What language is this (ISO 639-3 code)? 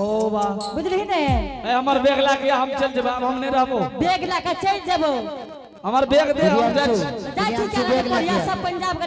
anp